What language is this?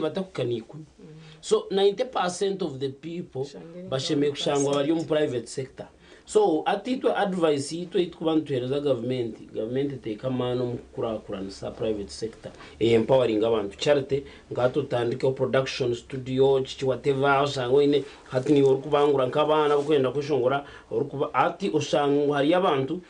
Nyankole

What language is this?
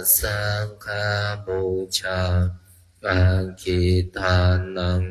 Pali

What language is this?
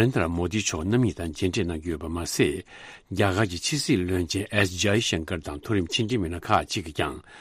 Tibetan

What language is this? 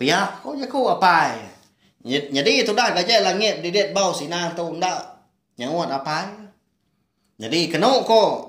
Iban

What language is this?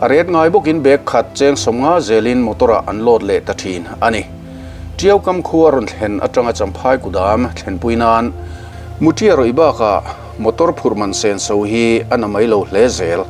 Mizo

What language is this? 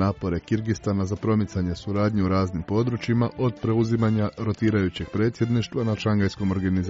Croatian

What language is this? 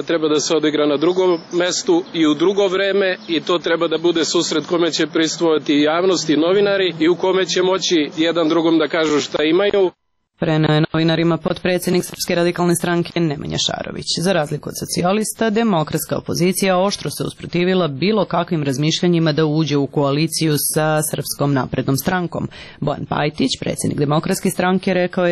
Serbian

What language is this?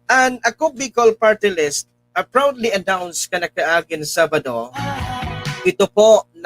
Bikol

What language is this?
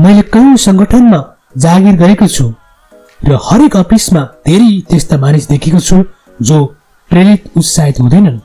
Nepali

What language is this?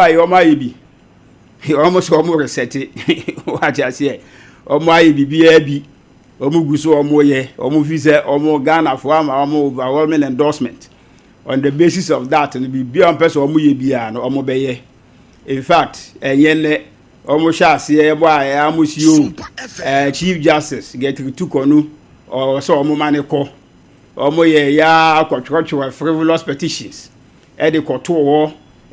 Akan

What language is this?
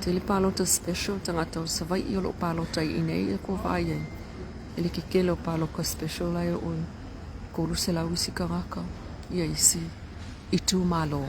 Samoan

